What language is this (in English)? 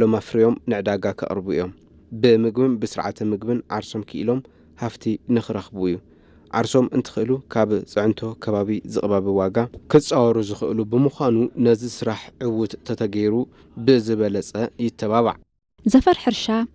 Tigrinya